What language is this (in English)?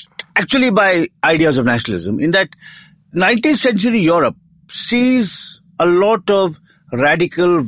English